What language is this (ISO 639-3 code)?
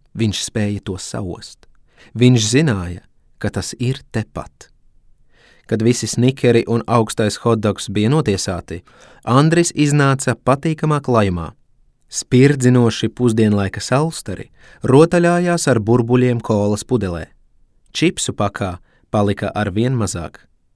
lav